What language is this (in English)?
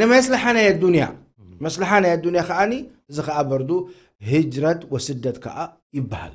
Tigrinya